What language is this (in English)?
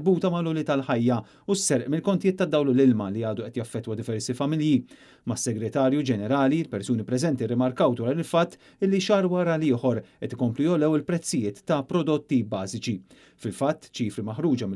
Maltese